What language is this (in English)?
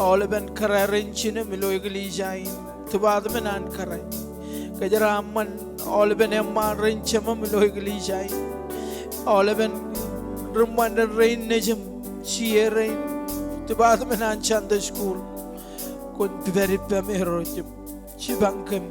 Marshallese